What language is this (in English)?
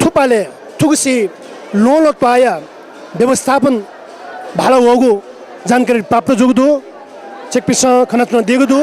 Newari